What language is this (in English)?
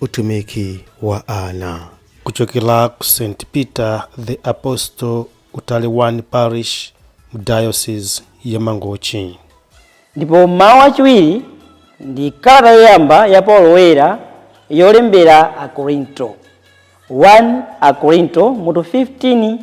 Nyanja